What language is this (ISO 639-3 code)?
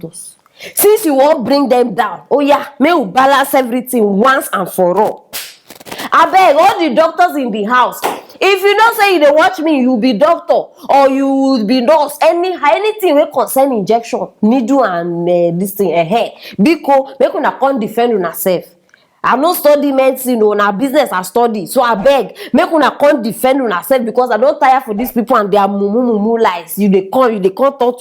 pcm